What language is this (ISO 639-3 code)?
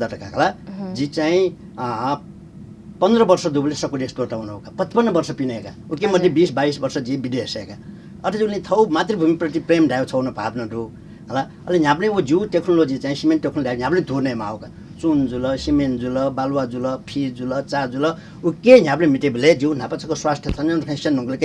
new